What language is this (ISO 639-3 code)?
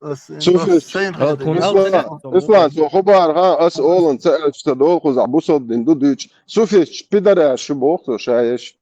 che